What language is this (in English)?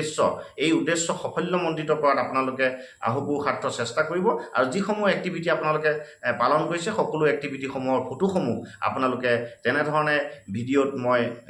Assamese